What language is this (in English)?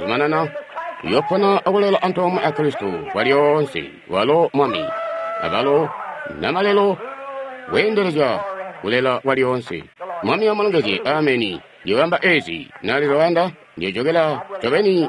Tonga (Zambia)